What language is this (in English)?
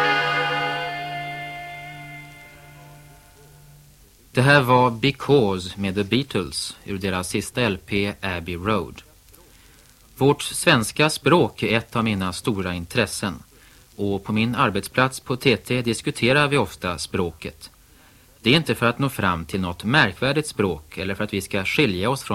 Swedish